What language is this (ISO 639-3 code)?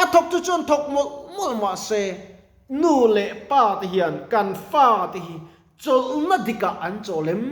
lus